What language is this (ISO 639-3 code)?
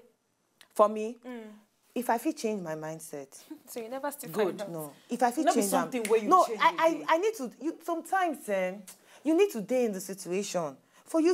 pcm